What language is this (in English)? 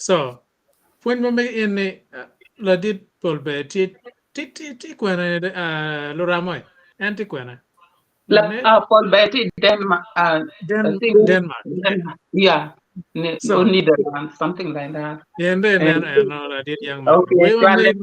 Acoli